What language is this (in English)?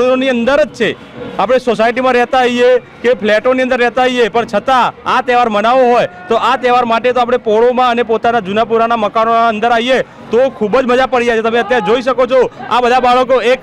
Gujarati